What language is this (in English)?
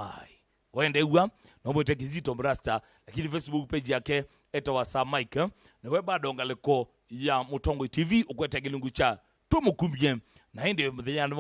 Kamba